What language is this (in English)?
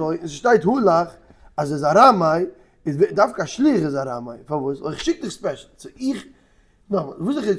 Yiddish